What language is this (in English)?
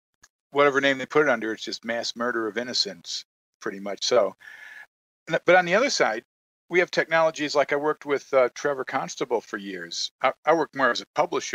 English